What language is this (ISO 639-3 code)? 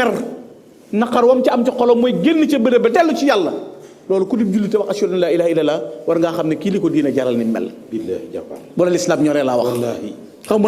wol